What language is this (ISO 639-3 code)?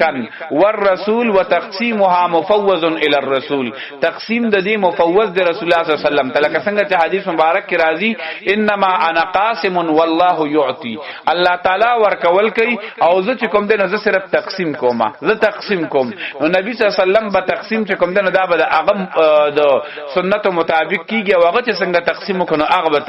pus